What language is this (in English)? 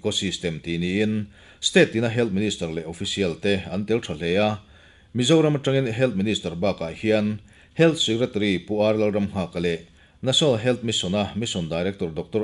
Mizo